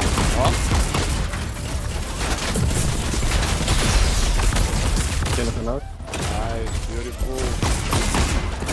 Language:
Afrikaans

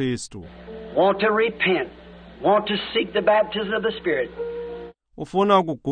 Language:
Xhosa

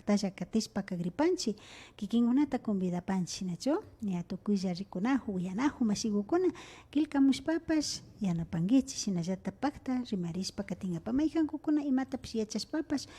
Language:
Imbabura Highland Quichua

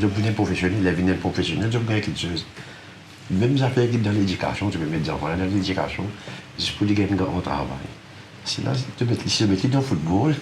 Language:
Morisyen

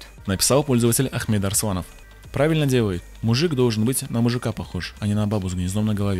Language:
Russian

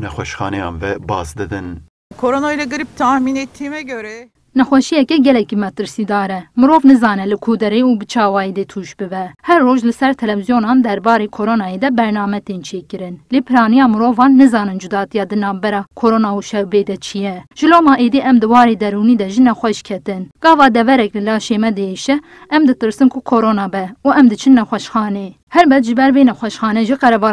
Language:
Kurdish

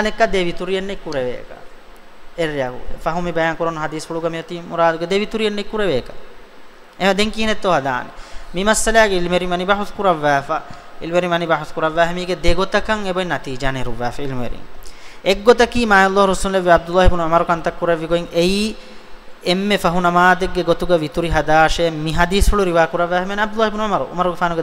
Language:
Divehi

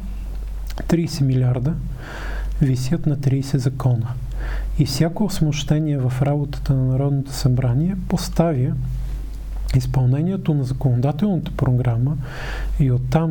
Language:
Bulgarian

